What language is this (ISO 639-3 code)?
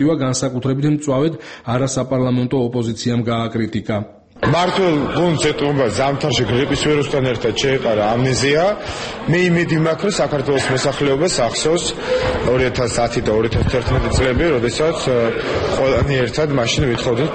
kat